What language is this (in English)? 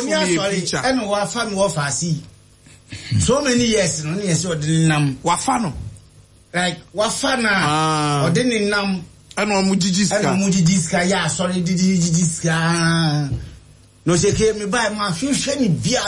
Akan